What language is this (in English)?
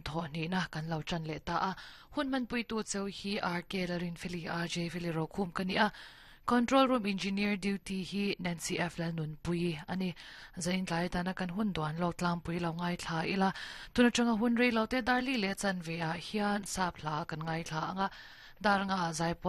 Mizo